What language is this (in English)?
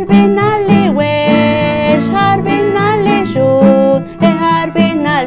Poqomchi'